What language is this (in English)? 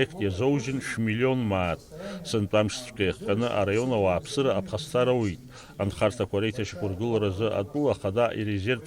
Abkhazian